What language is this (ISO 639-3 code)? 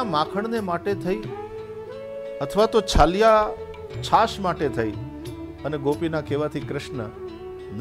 guj